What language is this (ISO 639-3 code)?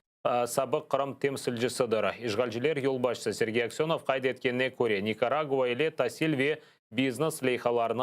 crh